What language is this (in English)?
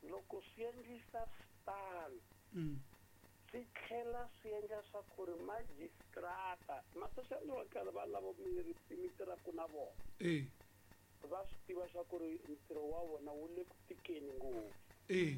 Tsonga